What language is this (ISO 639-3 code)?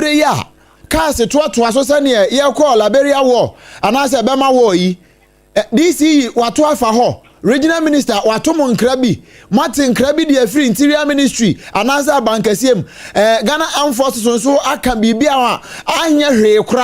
aka